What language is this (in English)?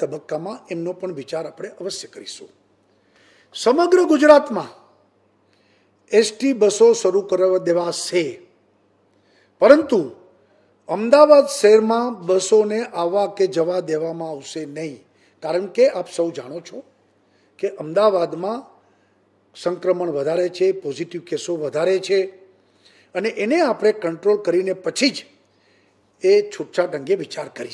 Gujarati